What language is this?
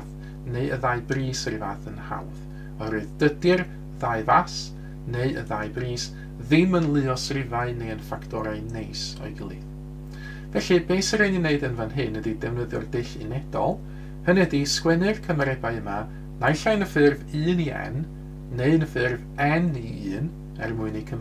Welsh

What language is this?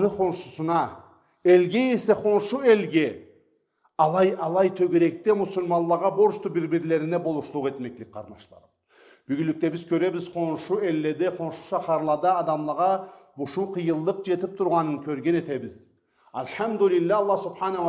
Karachay-Balkar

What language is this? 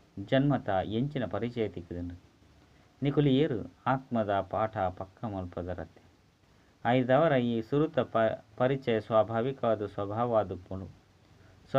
Tulu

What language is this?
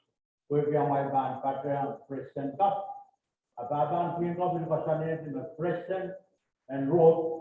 Pohnpeian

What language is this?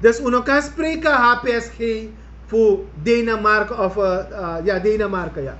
Sranan Tongo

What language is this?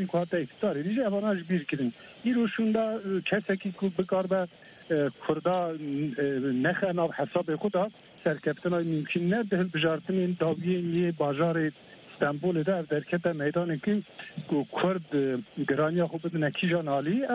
Kurdish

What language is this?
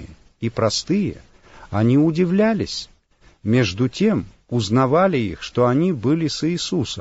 Russian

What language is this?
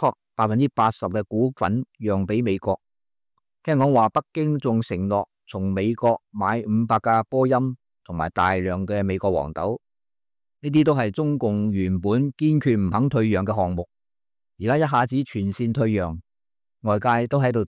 Cantonese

